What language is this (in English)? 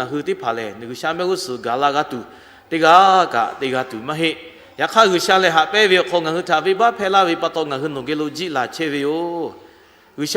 Lahu